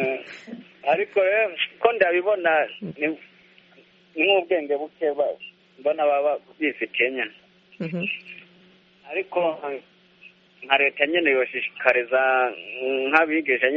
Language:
Kinyarwanda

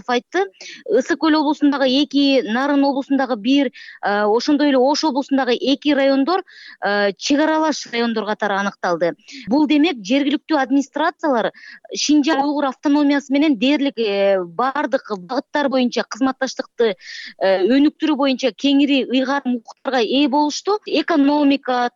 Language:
Kyrgyz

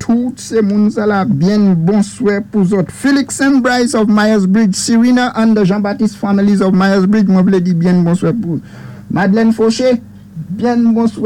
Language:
Saint Lucian Creole French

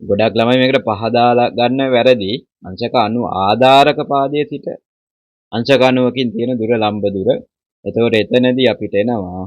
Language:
Sinhala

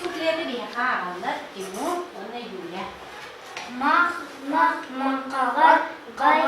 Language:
Yakut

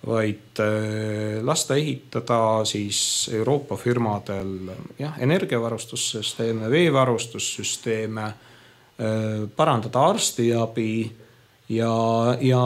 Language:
Estonian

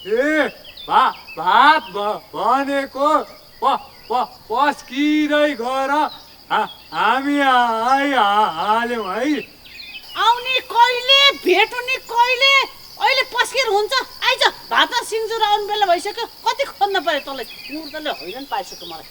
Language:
Nepali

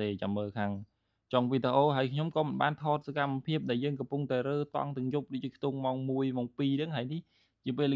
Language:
Khmer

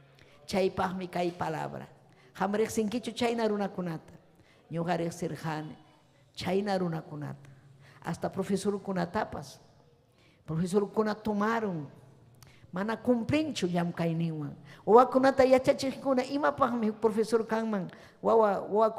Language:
Ayacucho Quechua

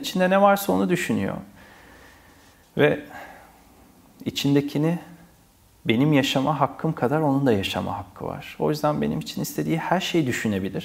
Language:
Turkish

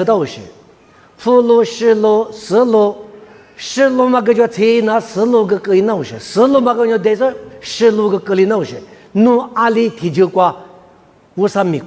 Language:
Lisu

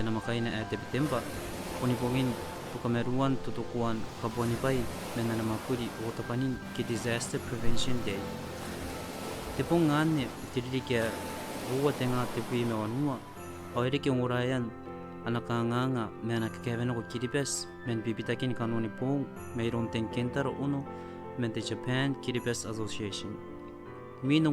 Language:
Gilbertese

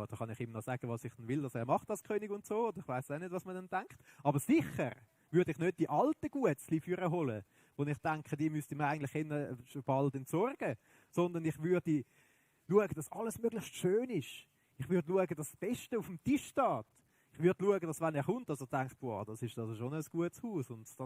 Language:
Swiss German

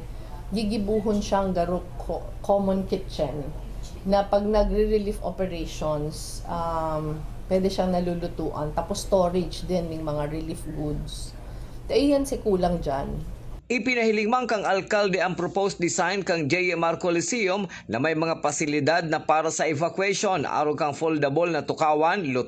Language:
Bikol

